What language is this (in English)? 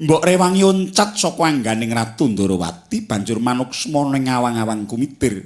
Javanese